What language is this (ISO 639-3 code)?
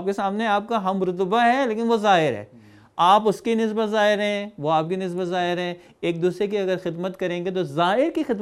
urd